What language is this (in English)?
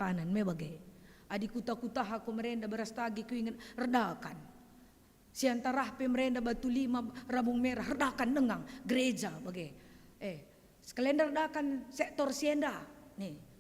Batak Karo